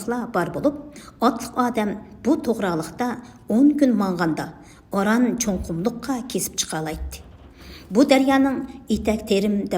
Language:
Uyghur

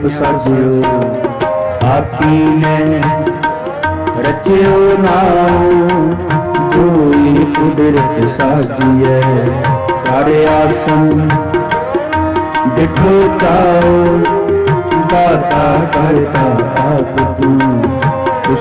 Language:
Punjabi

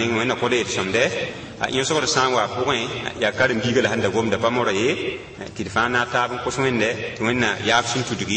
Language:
Mossi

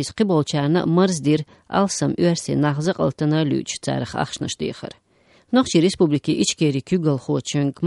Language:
Chechen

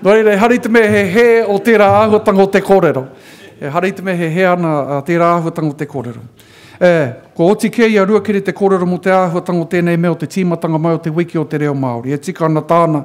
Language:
Māori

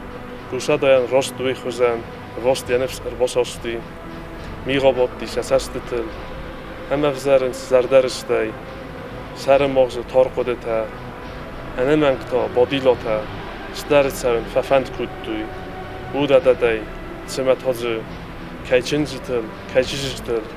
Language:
Ossetic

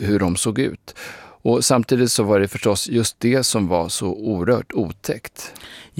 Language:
Swedish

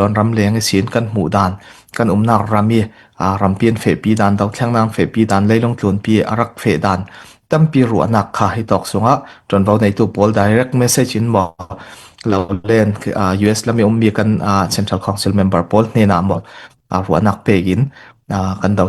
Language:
Falam Chin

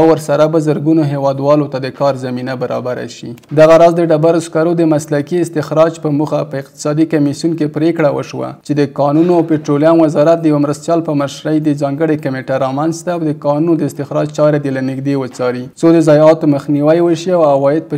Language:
Pashto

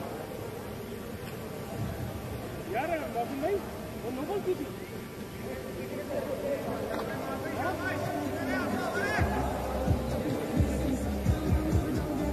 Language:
Hindi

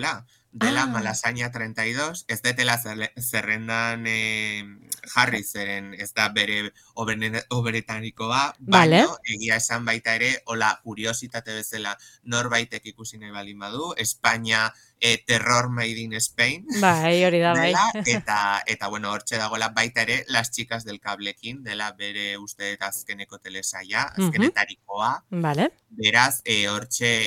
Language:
Basque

